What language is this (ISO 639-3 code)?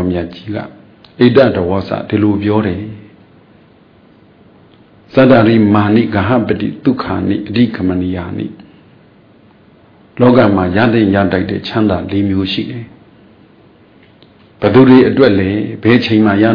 mya